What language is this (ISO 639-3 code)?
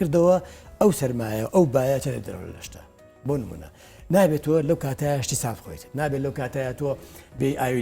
ckb